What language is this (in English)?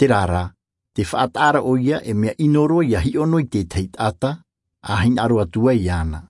Tahitian